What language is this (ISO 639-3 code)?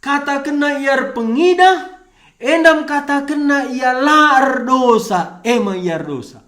btx